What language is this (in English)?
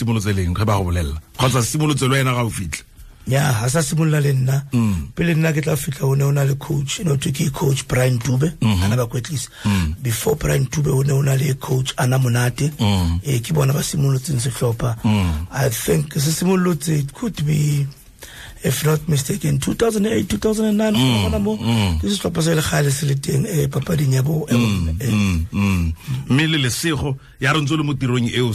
Tswana